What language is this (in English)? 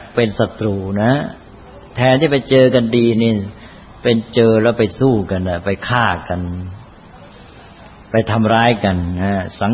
Thai